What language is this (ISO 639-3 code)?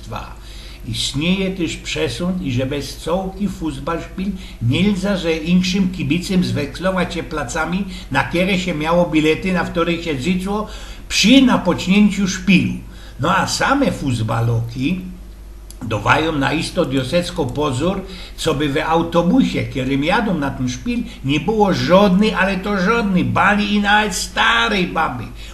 szl